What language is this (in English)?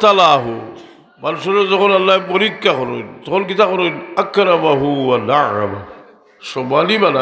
Sylheti